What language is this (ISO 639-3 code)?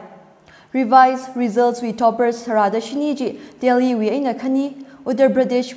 nmf